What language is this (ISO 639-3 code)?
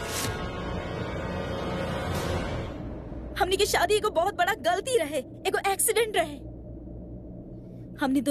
bho